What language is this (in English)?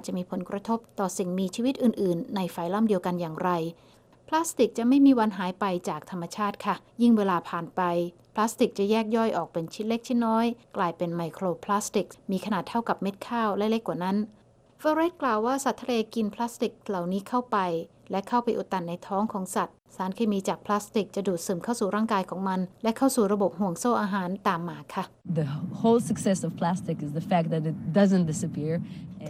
Thai